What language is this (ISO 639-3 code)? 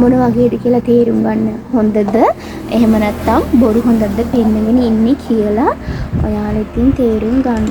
sin